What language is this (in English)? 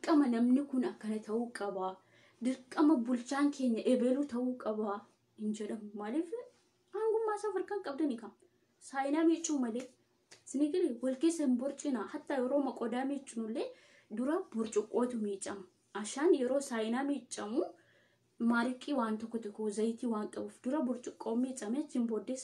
Oromo